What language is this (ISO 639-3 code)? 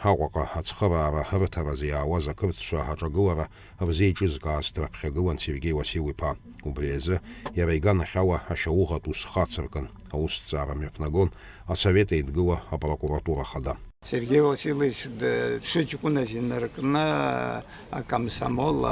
abk